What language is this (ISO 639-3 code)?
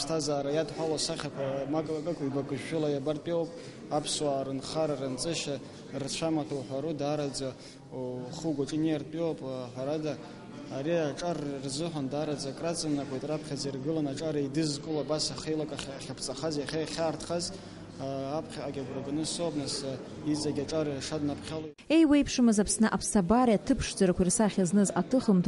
abk